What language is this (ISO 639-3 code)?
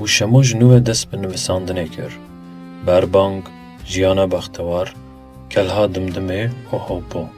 kur